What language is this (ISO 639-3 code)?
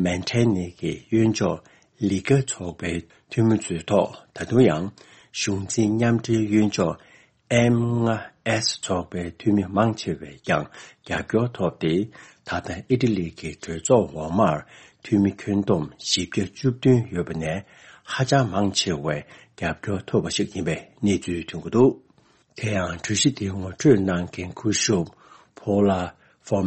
bod